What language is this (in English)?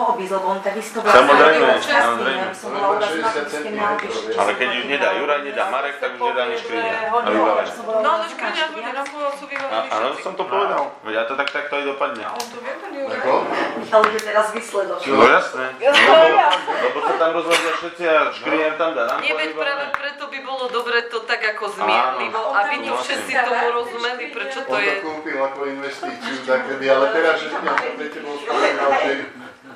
Slovak